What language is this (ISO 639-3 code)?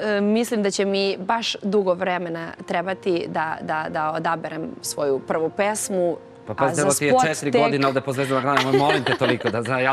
srp